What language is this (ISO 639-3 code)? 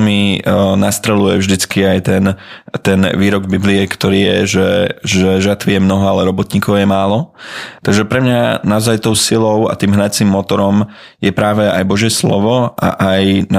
slk